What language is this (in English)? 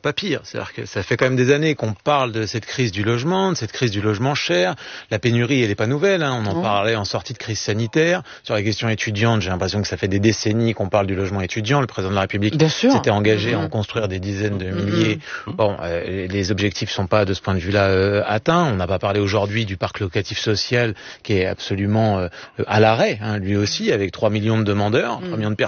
French